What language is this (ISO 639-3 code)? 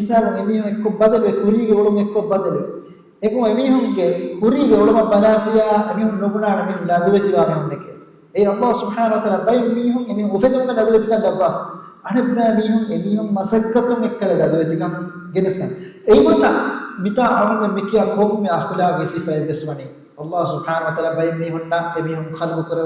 div